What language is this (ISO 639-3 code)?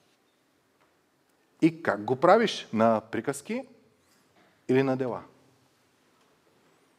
bul